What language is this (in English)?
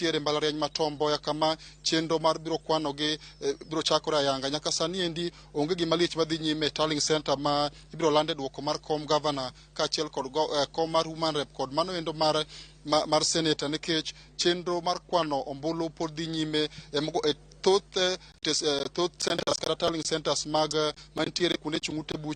Luo (Kenya and Tanzania)